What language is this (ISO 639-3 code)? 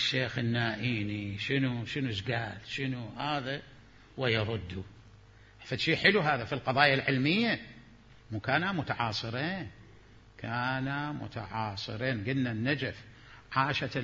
acm